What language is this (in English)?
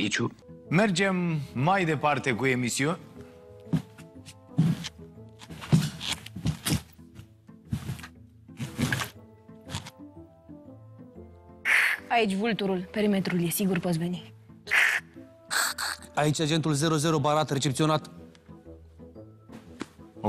Romanian